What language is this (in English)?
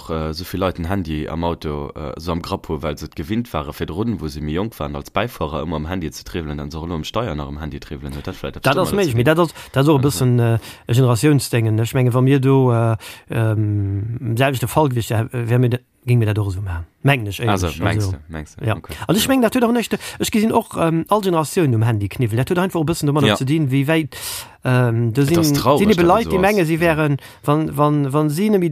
Luxembourgish